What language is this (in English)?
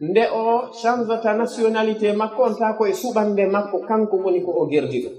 Pular